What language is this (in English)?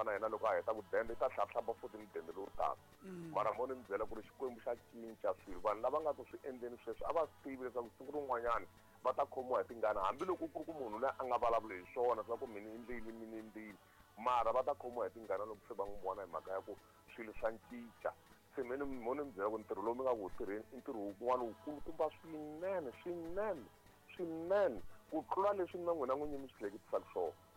Tsonga